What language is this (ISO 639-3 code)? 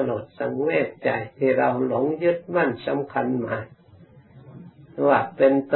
tha